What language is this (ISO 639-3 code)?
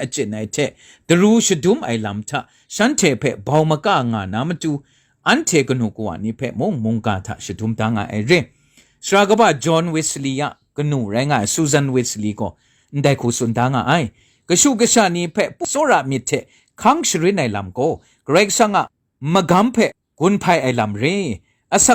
kac